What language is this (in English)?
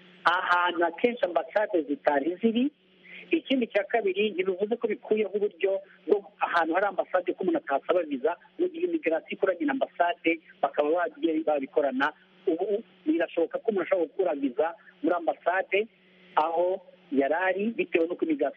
Kinyarwanda